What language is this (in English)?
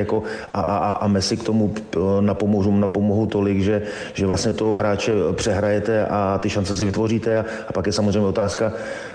Czech